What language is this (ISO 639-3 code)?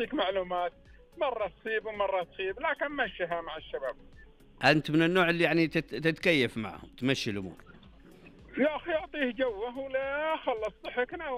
ars